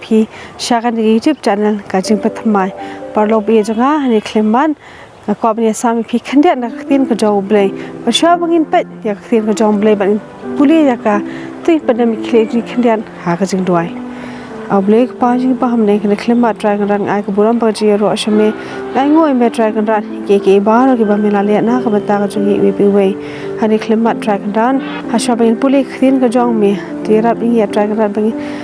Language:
Khasi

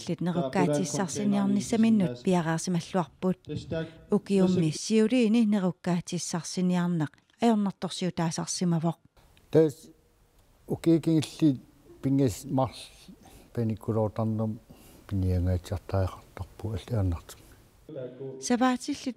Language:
Kalaallisut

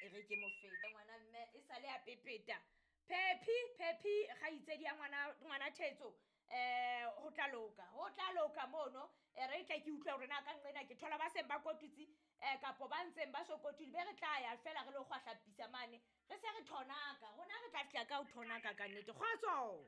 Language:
Southern Sotho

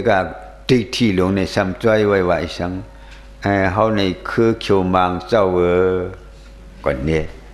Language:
Shan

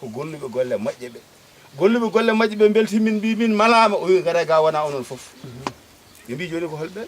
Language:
Fula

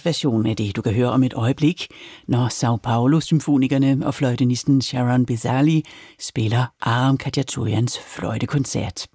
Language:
Danish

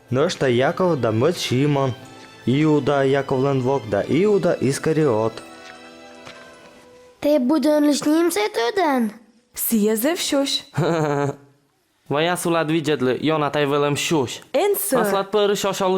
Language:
Komi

